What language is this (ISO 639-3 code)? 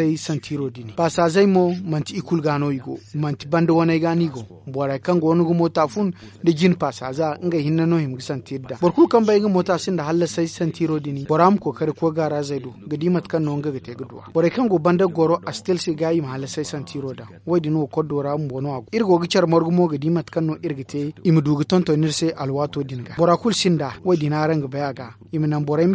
dje